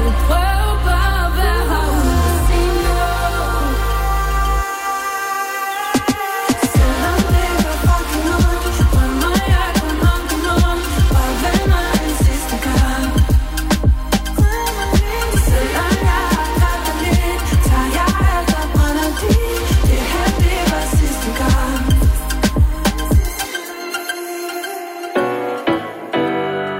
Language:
Danish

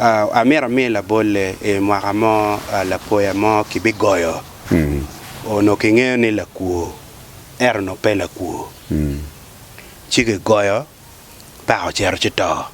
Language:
Acoli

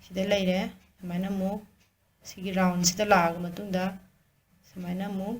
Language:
Manipuri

